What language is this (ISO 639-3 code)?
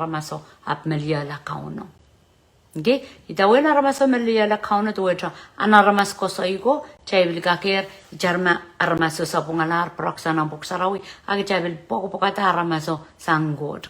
pon